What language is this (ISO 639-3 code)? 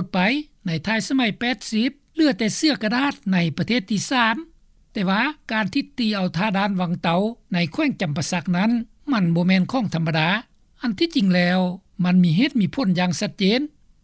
lao